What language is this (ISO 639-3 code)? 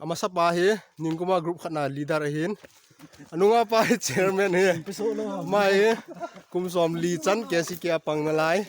tcz